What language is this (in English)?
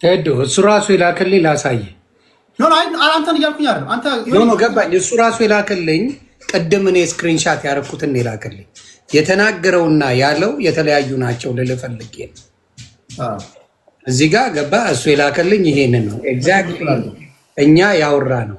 Amharic